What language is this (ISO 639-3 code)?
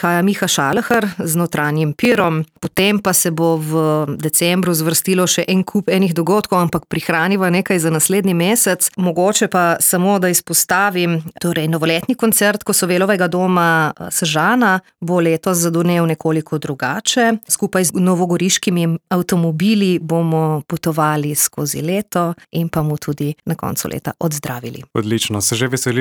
slv